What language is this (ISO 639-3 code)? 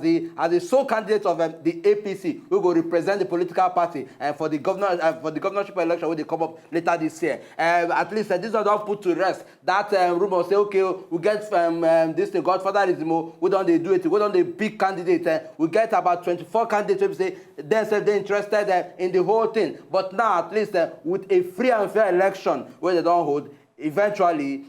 pcm